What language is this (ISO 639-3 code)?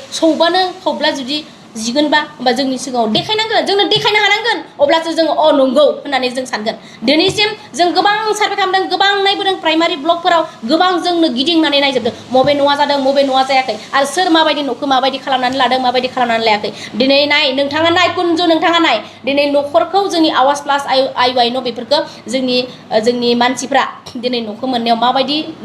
brx